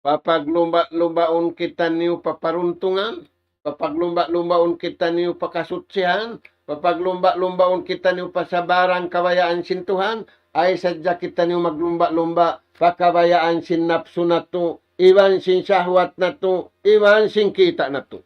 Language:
Tausug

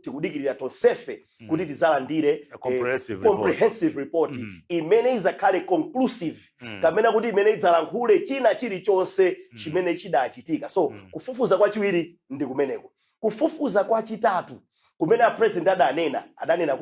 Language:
Nyanja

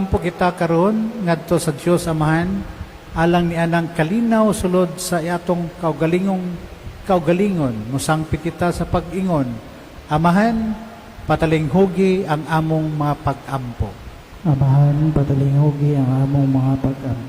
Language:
Cebuano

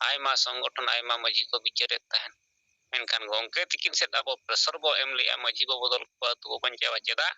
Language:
Santali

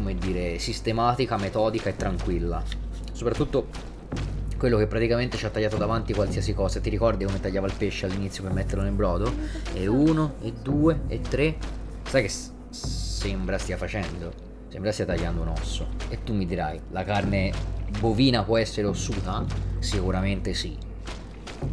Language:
Italian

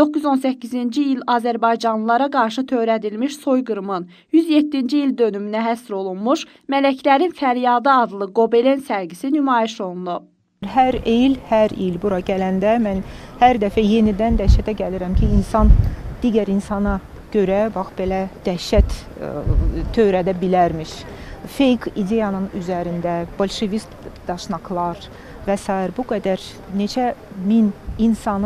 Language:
Azerbaijani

